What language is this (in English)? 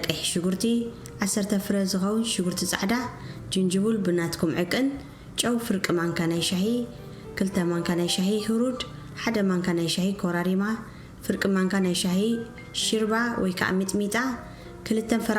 Tigrinya